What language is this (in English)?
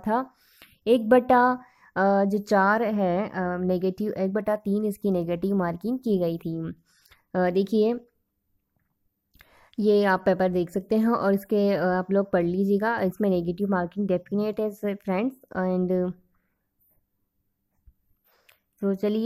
Hindi